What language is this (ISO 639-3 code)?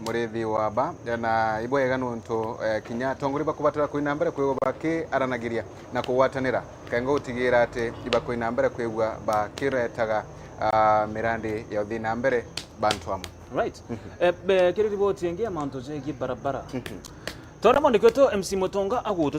mer